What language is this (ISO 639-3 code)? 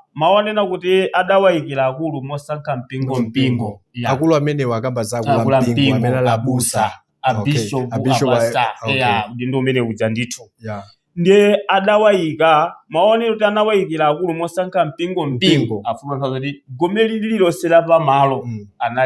nya